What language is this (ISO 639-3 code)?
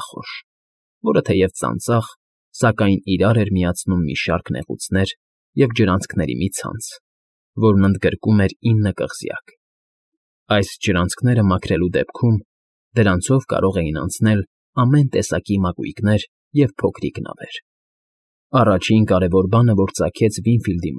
hye